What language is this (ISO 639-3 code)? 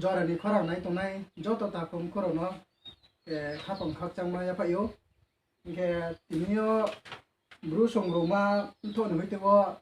ria